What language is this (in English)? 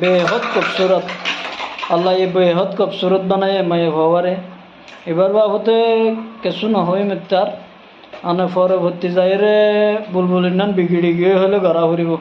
Rohingya